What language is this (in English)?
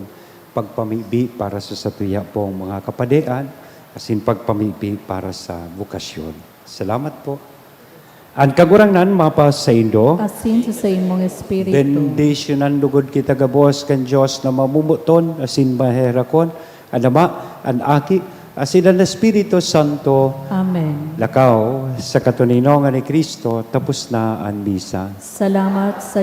Bikol